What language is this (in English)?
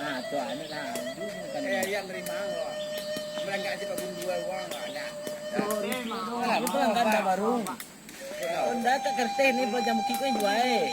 Minangkabau